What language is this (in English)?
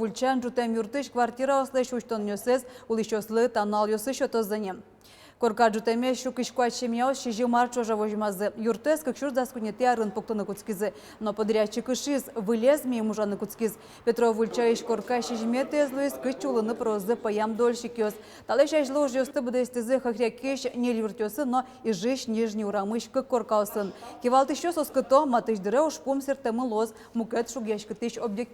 Udmurt